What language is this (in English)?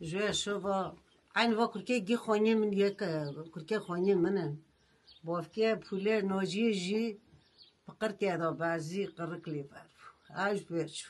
Kurdish